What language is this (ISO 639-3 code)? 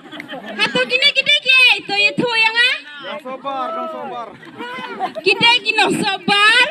kha